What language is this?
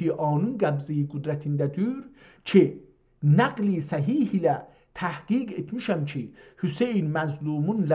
South Azerbaijani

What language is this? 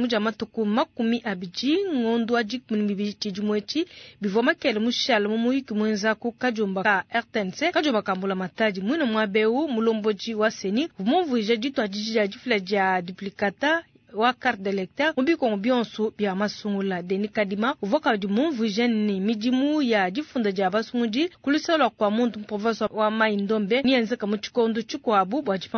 Luba-Lulua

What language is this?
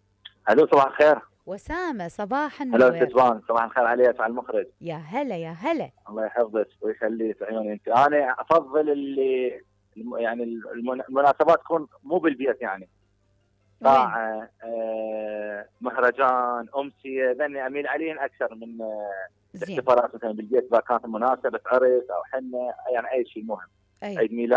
Mesopotamian Arabic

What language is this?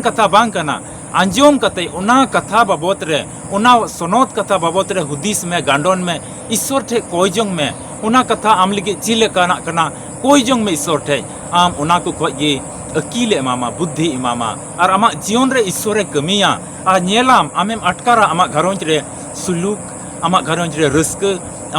Santali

